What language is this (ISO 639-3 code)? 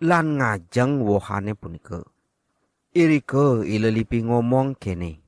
ban